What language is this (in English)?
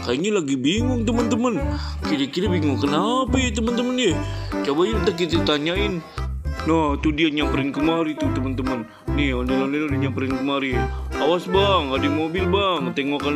Betawi